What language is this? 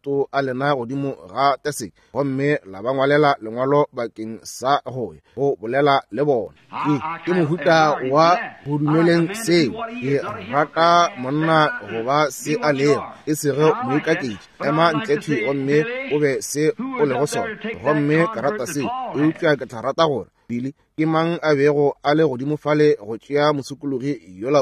Northern Sotho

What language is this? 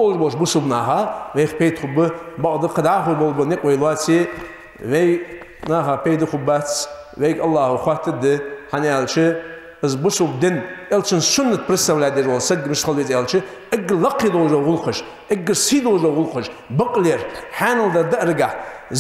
Ingush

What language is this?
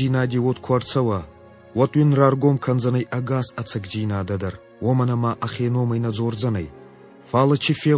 Ossetic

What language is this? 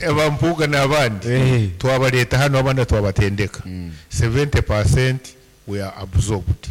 Nyankole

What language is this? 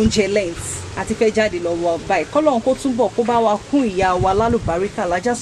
Yoruba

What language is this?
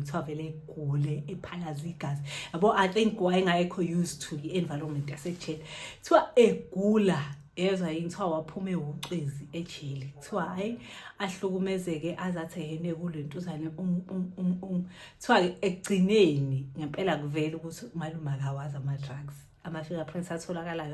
Zulu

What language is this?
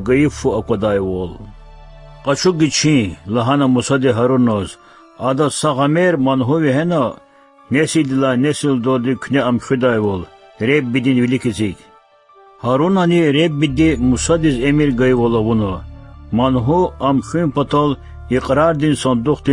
Lezghian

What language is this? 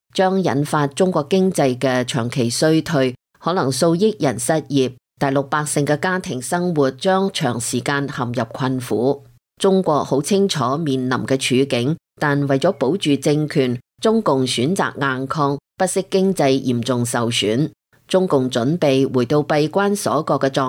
Cantonese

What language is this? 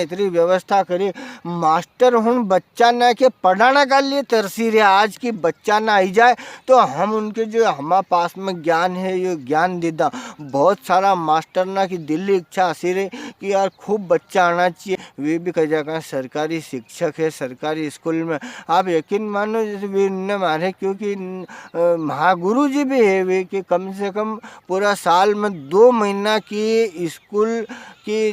Rajasthani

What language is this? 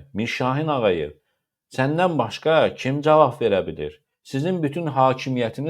Azerbaijani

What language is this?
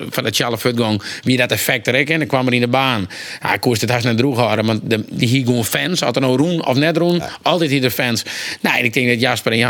Western Frisian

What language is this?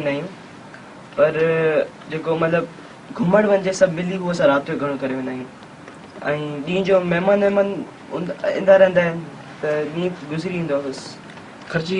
Sindhi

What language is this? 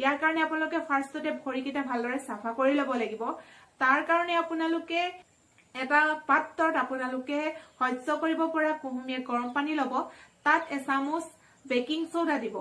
Assamese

